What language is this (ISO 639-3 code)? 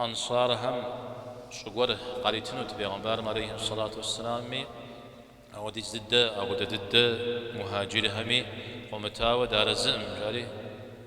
kbd